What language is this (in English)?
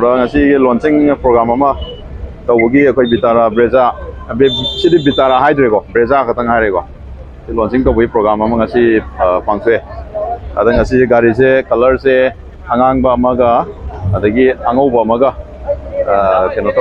Manipuri